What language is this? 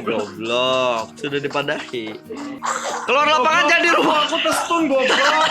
Banjar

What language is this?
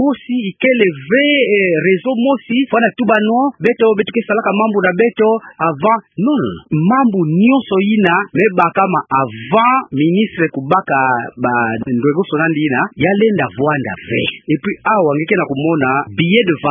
Kituba (Democratic Republic of Congo)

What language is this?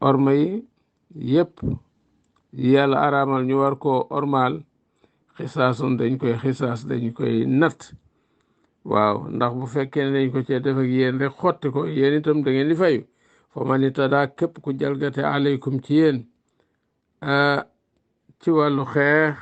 Wolof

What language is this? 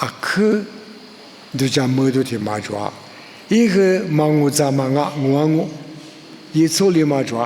Lisu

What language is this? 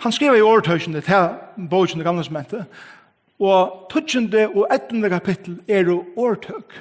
Faroese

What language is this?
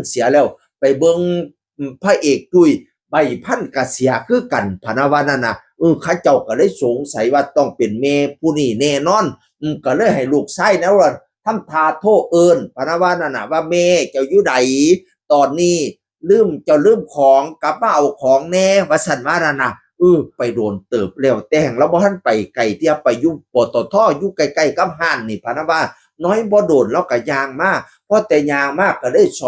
Northeastern Thai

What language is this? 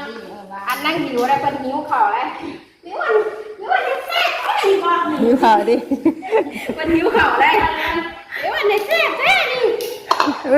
Northeastern Thai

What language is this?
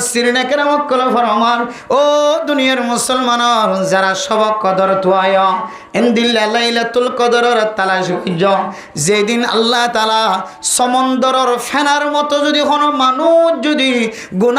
Rohingya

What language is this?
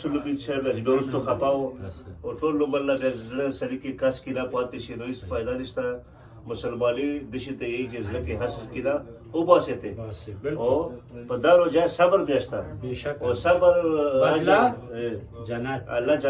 Pashto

